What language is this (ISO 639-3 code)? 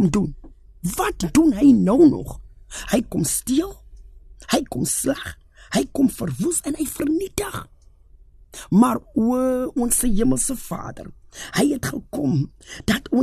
afr